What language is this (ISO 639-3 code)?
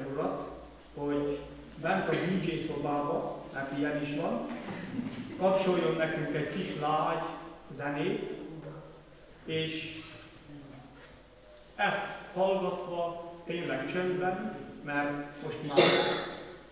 hun